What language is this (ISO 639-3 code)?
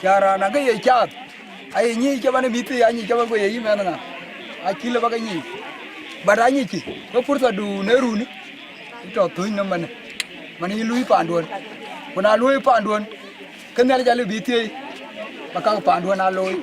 din